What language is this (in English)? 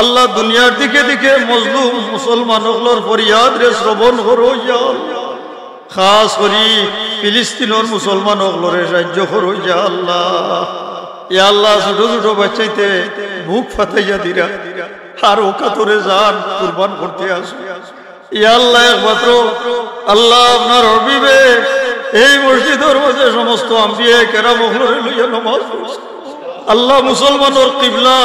Sylheti